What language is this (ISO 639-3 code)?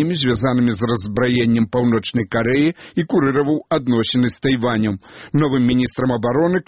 bel